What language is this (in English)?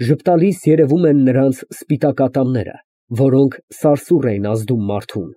Armenian